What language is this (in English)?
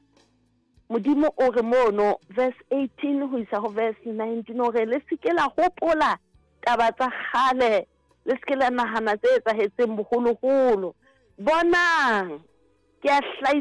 Southern Sotho